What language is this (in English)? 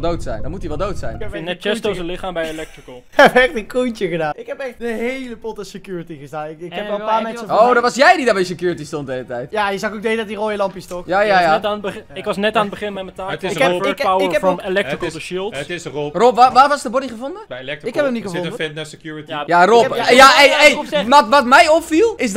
Dutch